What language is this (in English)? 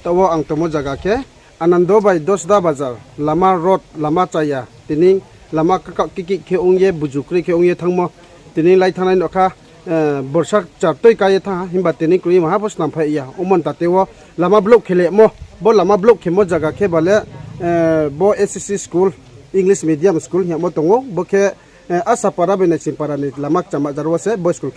Riang (India)